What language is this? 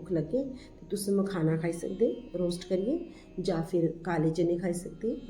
Dogri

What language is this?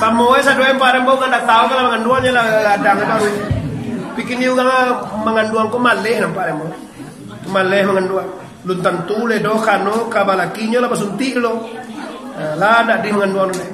Minangkabau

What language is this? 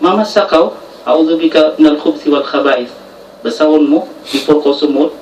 Tausug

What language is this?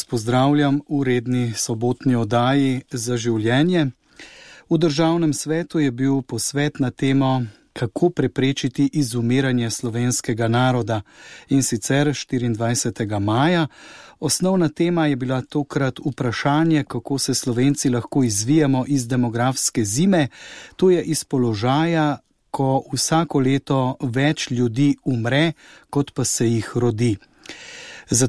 Slovenian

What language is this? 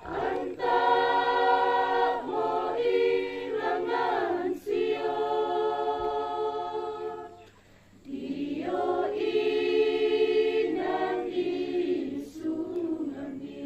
Toraja-Sa'dan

